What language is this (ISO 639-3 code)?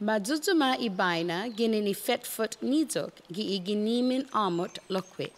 cha